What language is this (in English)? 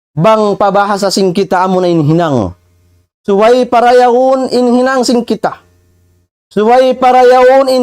Tausug